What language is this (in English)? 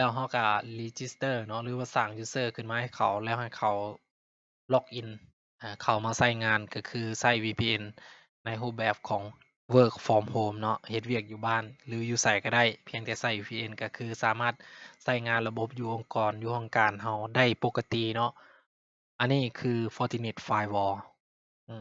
Lao